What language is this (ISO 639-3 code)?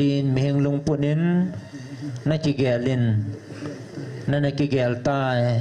tcz